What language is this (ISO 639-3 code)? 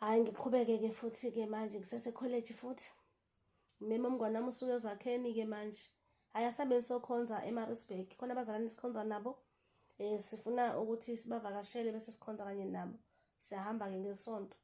zul